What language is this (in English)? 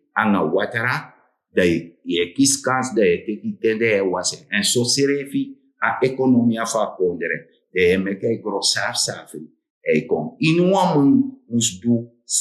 Sranan Tongo